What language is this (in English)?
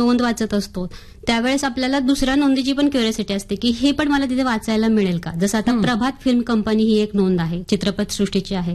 Marathi